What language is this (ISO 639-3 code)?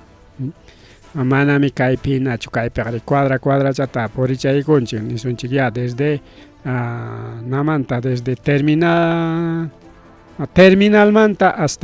quy